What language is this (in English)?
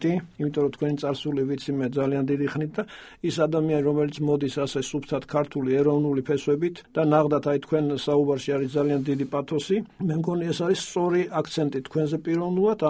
Georgian